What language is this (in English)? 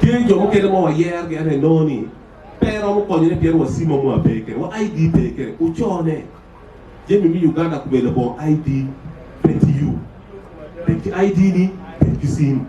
Acoli